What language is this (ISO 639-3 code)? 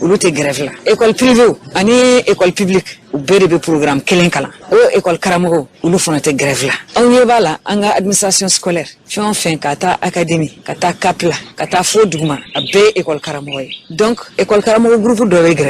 bam